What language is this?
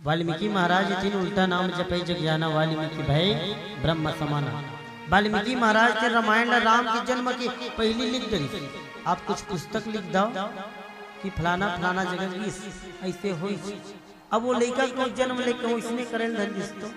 Chhattisgarhi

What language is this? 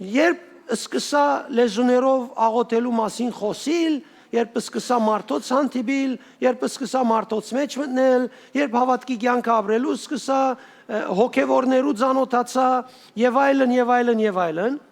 Western Armenian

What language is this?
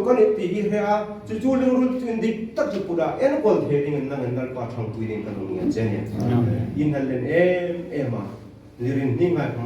Hmar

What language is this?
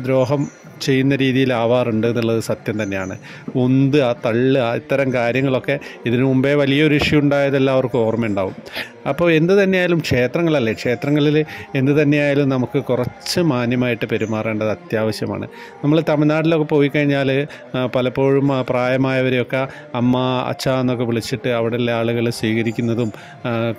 Malayalam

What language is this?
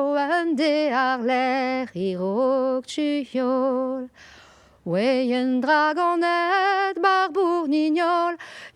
Breton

